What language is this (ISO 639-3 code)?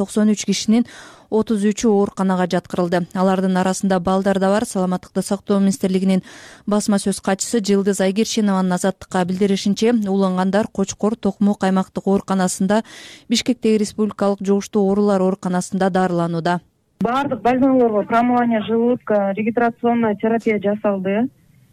kir